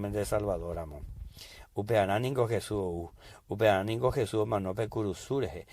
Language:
Guarani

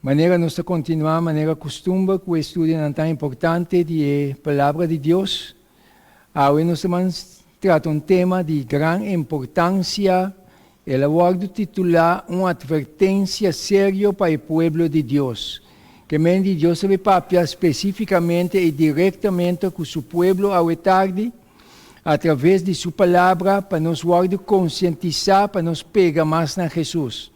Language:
Papiamento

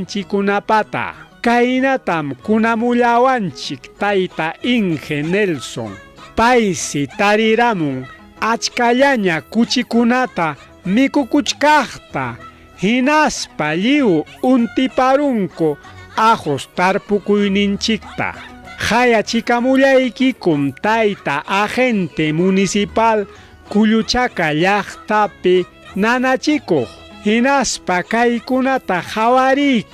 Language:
Ayacucho Quechua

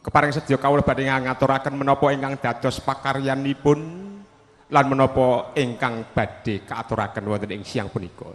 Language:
Javanese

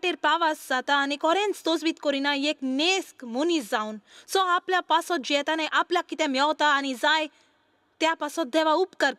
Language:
Konkani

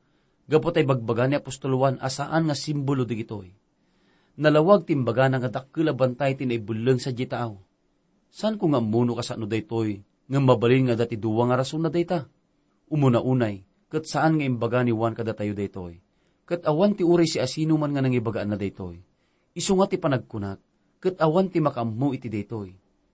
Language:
Iloko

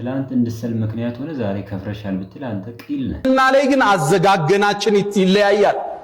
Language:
Amharic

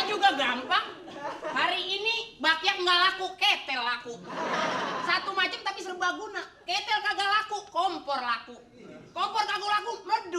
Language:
Betawi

